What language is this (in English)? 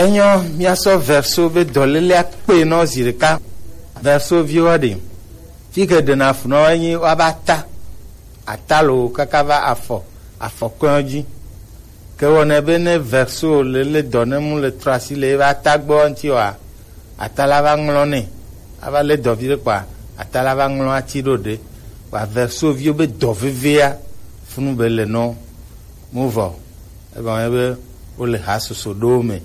Gen